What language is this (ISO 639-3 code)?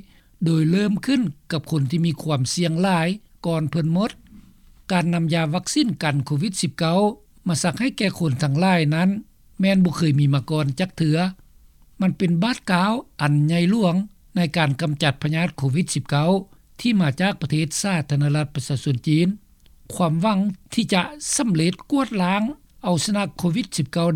lao